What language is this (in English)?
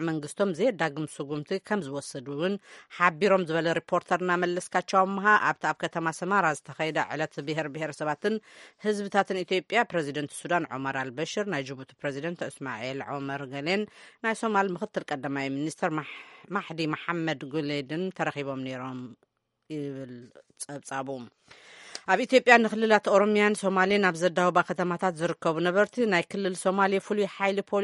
Tigrinya